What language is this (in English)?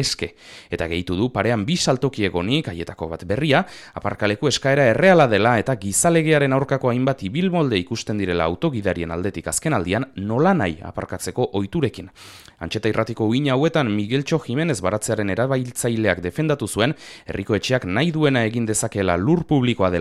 Basque